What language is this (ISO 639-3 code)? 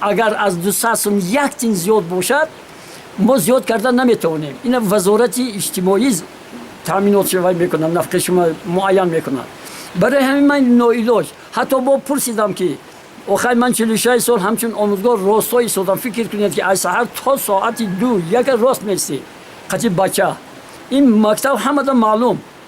tgk